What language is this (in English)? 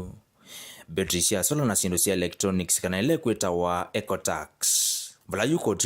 Kamba